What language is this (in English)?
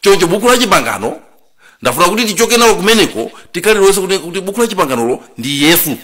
Nyanja